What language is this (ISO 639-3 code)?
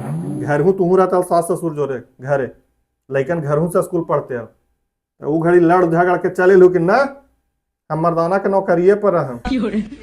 mag